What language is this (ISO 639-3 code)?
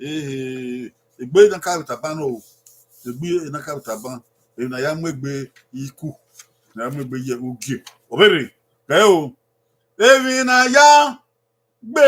bin